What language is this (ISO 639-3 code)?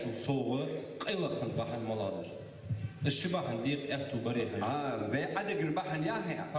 inh